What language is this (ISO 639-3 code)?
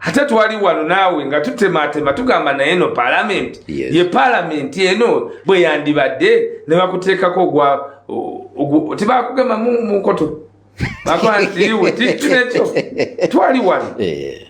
lug